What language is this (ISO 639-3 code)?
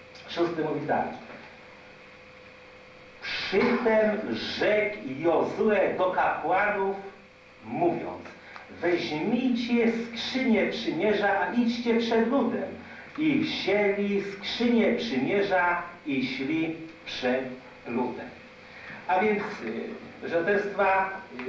pol